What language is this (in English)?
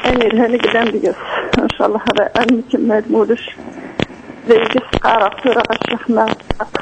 Kabyle